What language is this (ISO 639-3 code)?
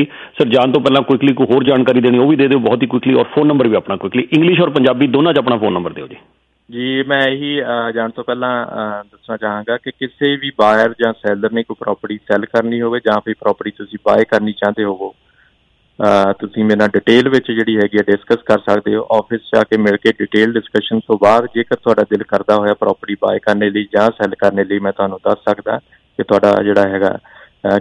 pan